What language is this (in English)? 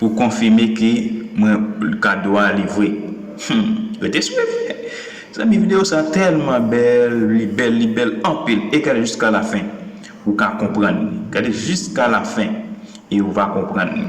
Haitian Creole